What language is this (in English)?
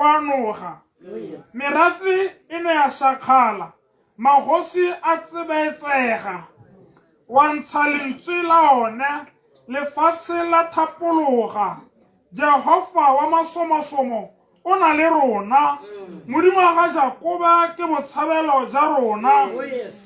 Tswana